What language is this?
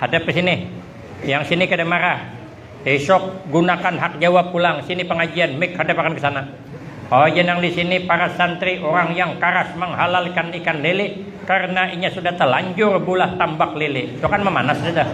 Banjar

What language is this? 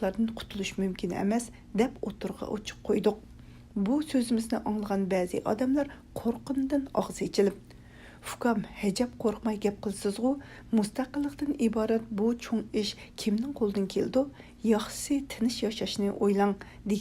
Uyghur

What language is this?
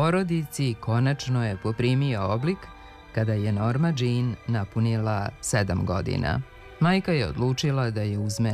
Serbian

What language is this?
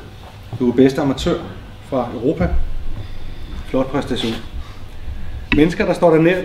Danish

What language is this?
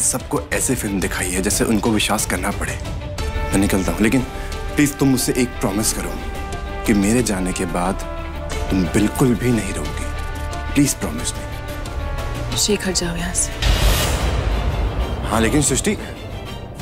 Hindi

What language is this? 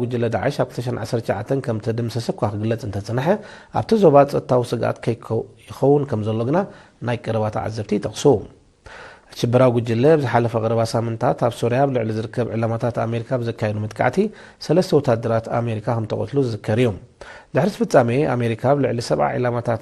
Tigrinya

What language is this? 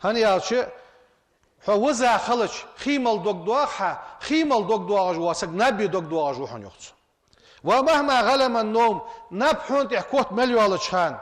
Ingush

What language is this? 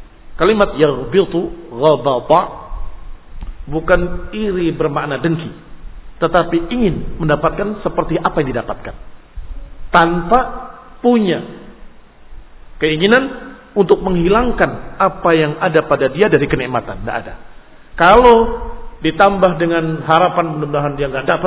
Indonesian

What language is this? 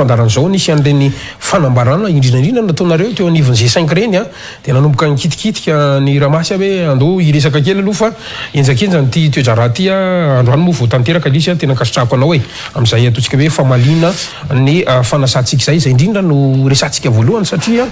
Malagasy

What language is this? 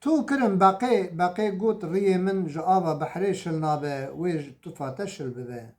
Kurdish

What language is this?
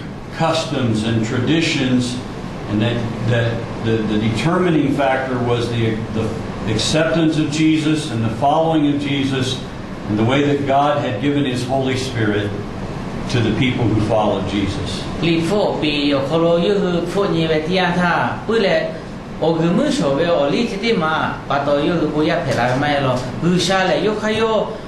Lahu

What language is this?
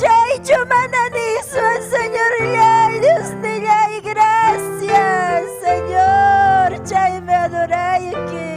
Ayacucho Quechua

